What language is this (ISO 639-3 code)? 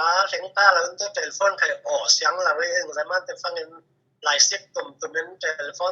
cfm